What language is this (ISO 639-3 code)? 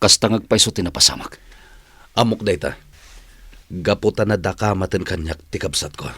ilo